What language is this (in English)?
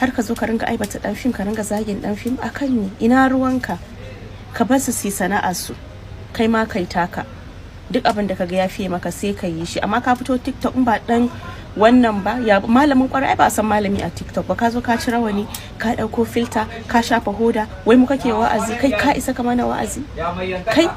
Hausa